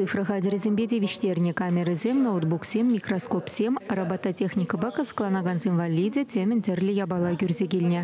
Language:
Chuvash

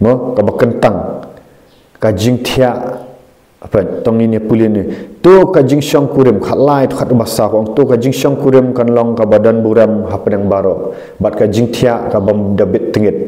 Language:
Khasi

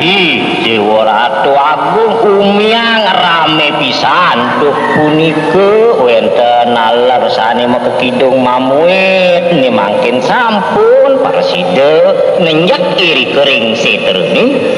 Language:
Balinese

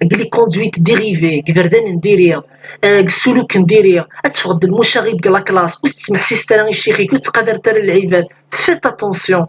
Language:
Kabyle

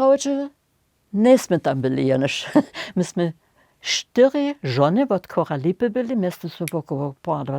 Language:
Upper Sorbian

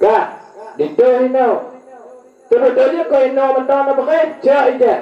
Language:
Achinese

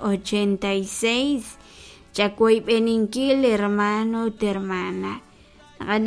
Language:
Kekchí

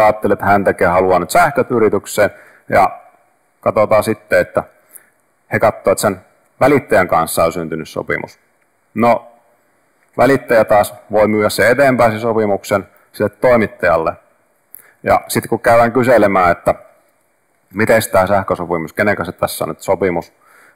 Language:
Finnish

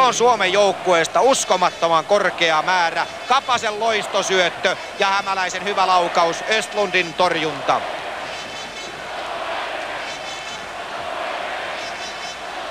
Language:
Finnish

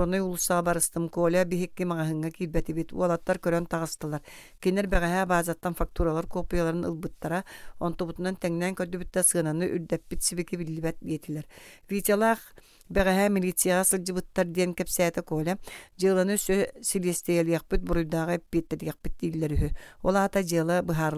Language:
Yakut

